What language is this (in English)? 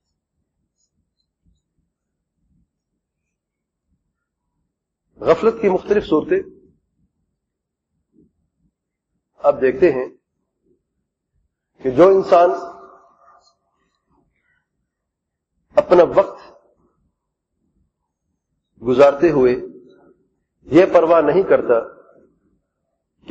Urdu